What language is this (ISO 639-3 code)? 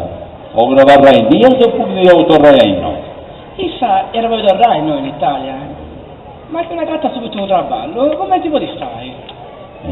srd